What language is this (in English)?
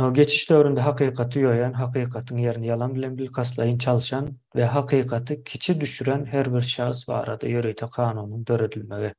Turkmen